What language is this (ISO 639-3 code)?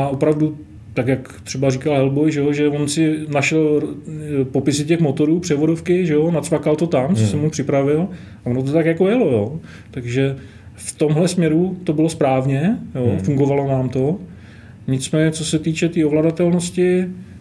ces